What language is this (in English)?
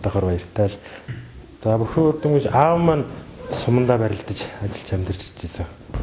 Mongolian